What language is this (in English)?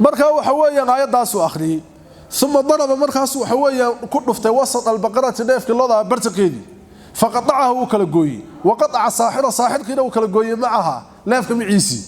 Somali